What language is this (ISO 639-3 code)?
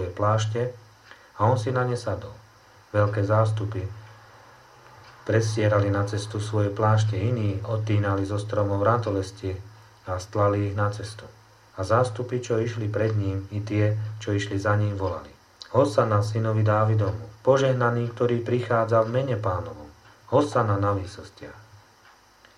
slk